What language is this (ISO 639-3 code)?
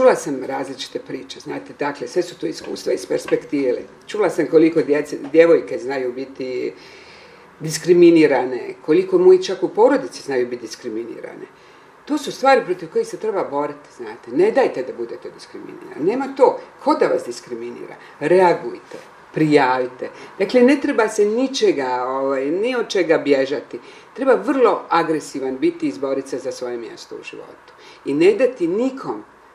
bos